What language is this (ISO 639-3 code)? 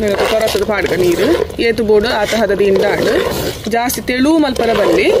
tcy